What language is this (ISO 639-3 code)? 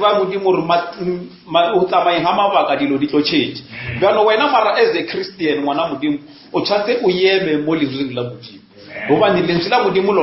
nso